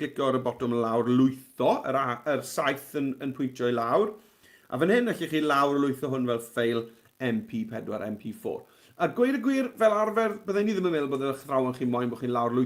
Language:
Welsh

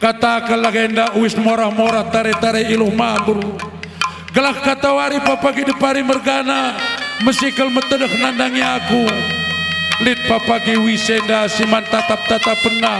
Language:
Batak Karo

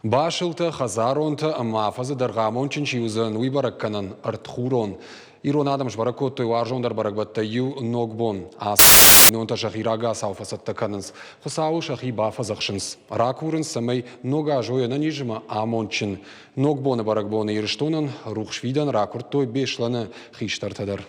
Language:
Ossetic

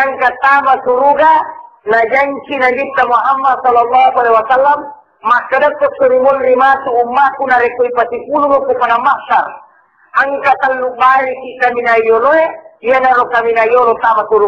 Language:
Buginese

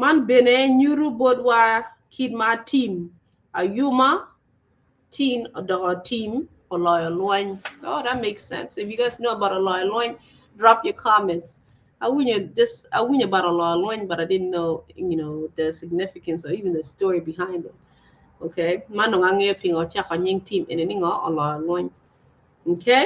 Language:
Acoli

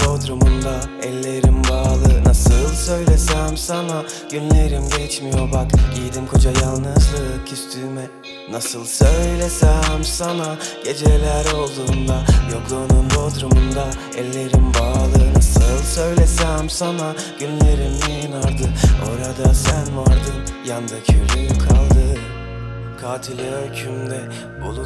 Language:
Turkish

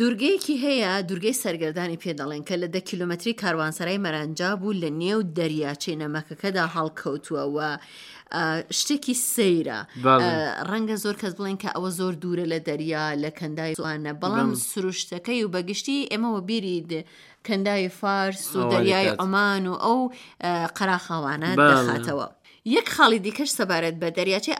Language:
Central Kurdish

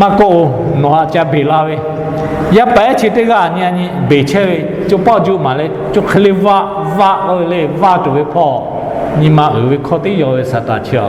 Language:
Lahu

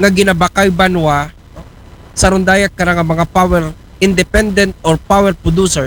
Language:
Aklanon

